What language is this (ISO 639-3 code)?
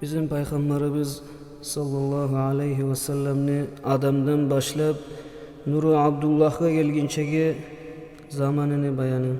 kum